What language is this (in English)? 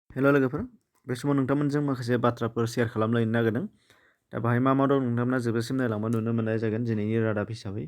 Bodo